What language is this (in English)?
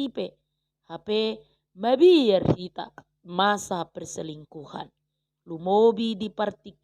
Batak Toba